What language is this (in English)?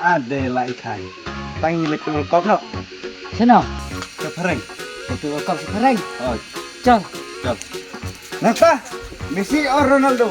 Khasi